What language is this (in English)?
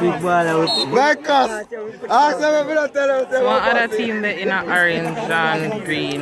Jamaican Creole English